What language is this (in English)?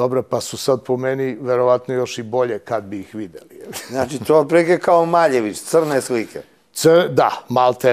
Serbian